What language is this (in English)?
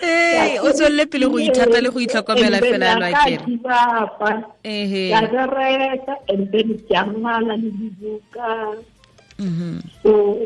Tswana